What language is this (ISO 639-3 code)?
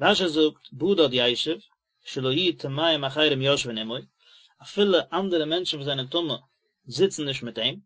yid